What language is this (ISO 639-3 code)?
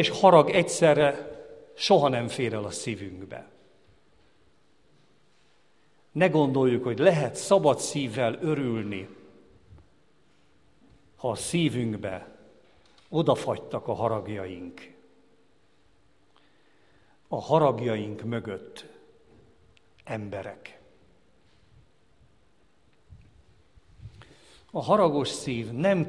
hun